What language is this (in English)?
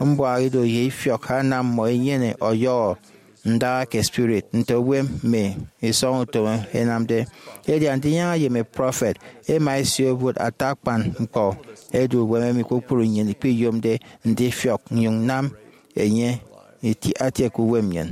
Efik